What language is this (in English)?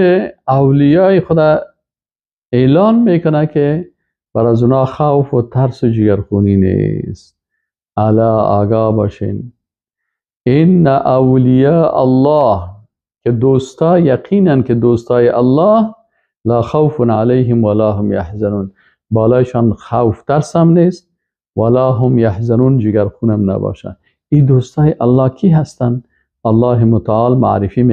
Persian